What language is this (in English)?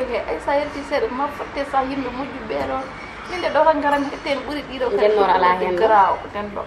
Fula